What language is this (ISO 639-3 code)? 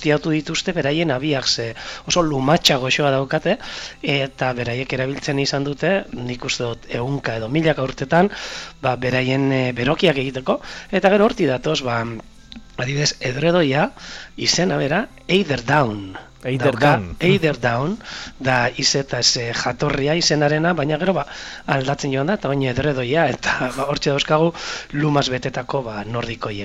eus